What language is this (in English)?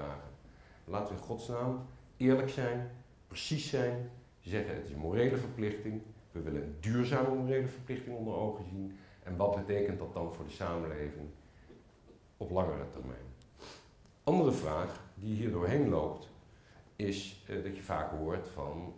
Dutch